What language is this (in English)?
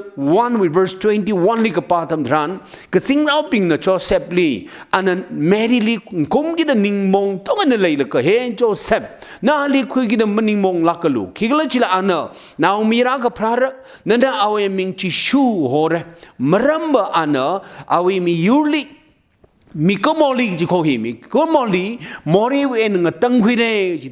Tangkhul Naga (India)